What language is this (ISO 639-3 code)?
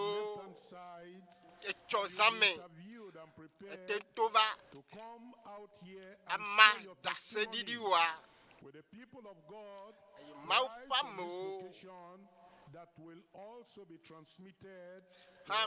ewe